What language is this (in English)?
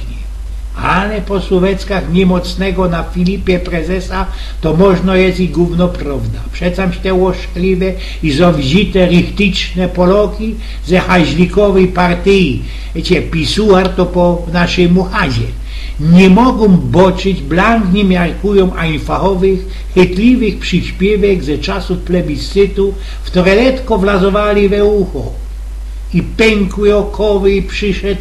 Silesian